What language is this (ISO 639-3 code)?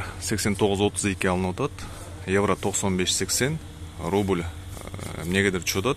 kir